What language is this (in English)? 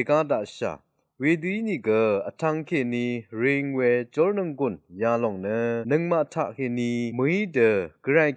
Rawang